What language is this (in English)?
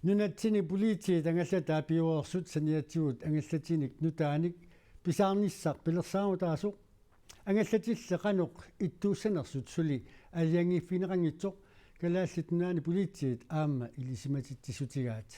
Kalaallisut